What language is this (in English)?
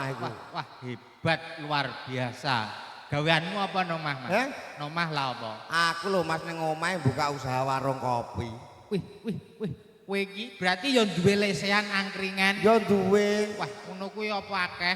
Javanese